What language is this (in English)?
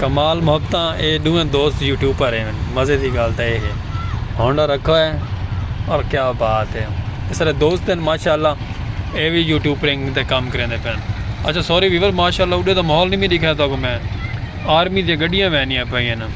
Saraiki